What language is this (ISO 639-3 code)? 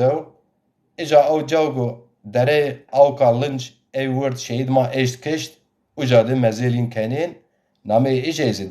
zza